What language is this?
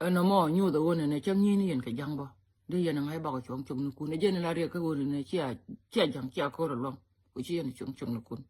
Nuer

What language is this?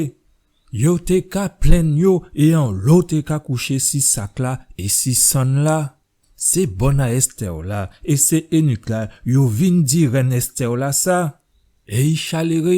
Guadeloupean Creole French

